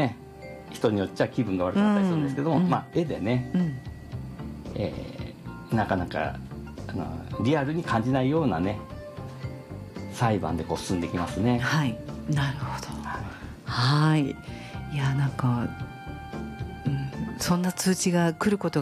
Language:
Japanese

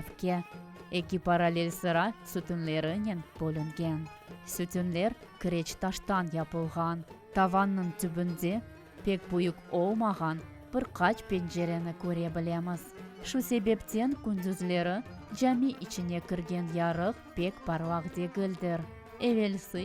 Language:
Crimean Tatar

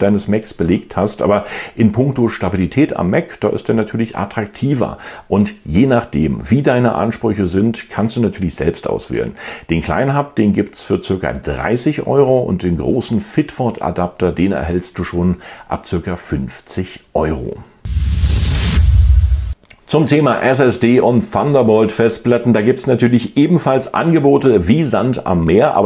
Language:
German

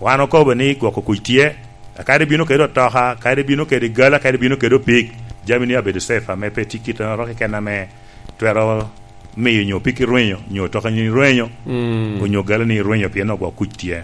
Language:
Lango (Uganda)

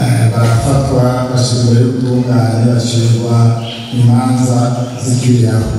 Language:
Rundi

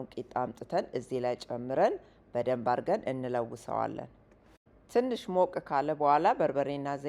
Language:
Amharic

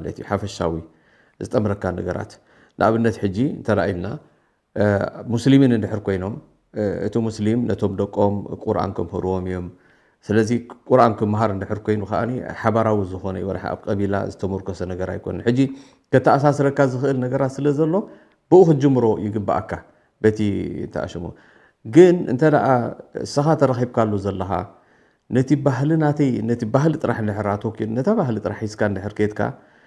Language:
Tigrinya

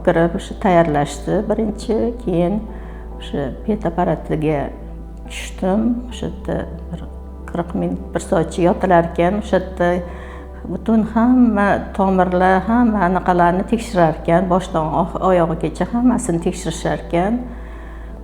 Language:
Uzbek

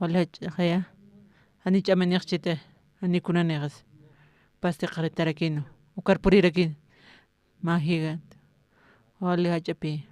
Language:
Aymara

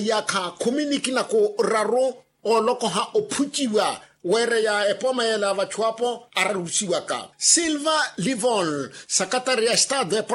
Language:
Makhuwa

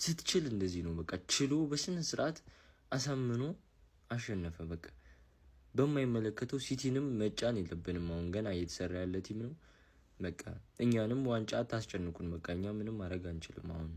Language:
Amharic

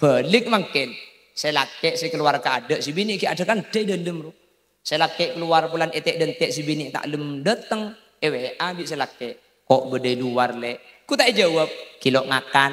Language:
Madurese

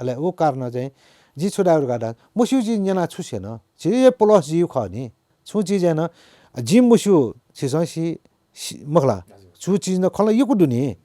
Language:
Newari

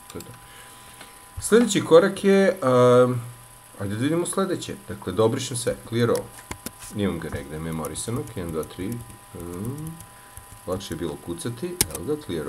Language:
Serbian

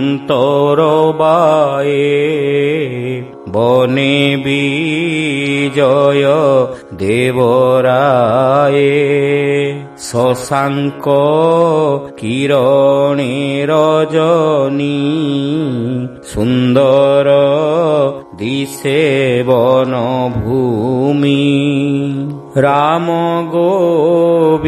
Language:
Odia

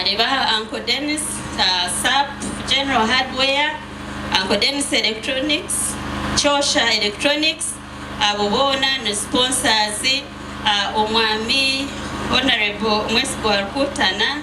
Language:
Nyankole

